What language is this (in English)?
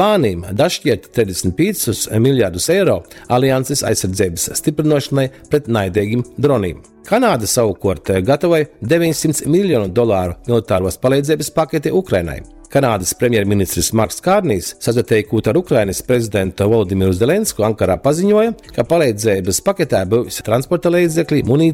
Latgalian